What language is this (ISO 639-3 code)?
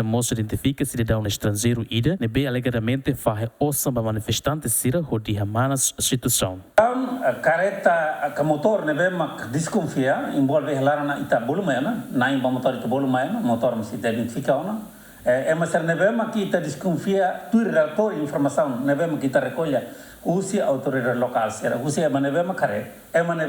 tet